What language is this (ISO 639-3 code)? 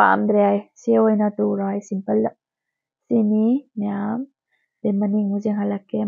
mni